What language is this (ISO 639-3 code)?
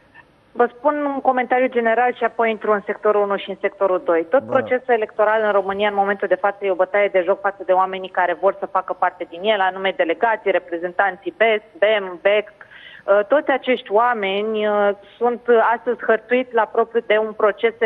ron